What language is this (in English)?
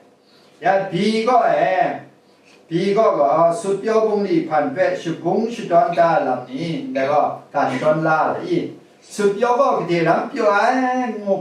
Kachin